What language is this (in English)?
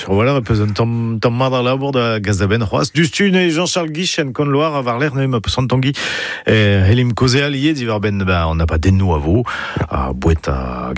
Breton